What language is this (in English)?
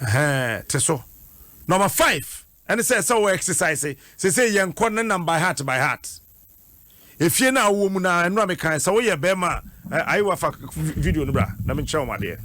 Akan